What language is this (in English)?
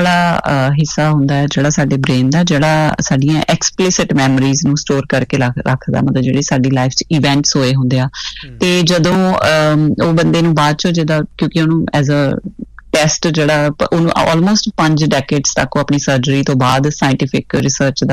Punjabi